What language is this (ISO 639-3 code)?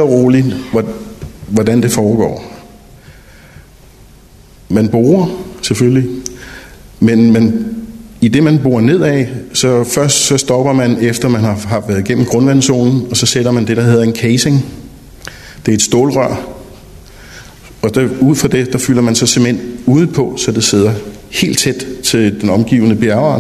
dan